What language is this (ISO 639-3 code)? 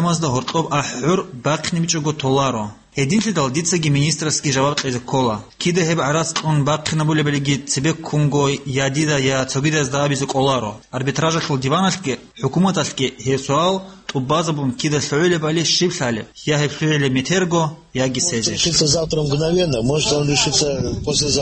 ava